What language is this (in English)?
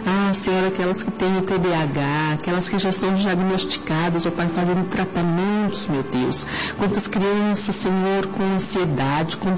Portuguese